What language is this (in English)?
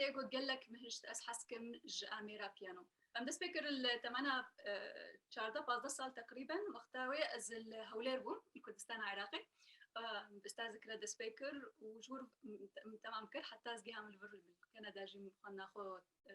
Kurdish